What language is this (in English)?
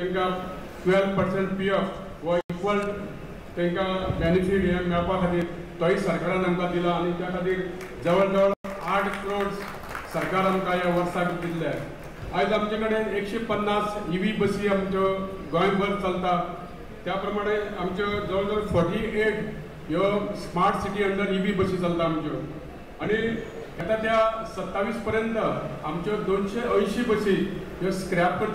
Konkani